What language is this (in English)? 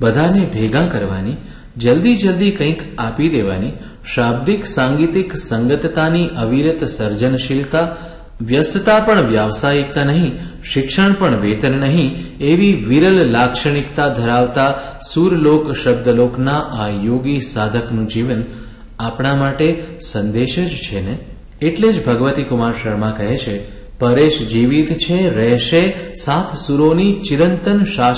Gujarati